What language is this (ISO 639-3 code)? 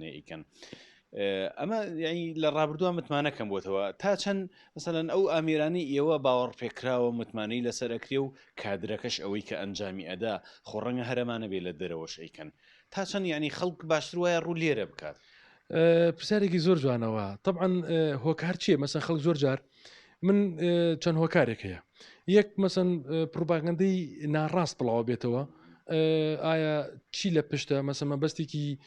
ckb